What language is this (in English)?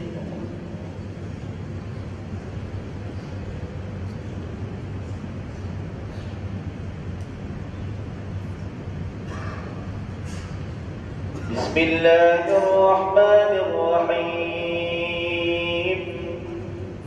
Malay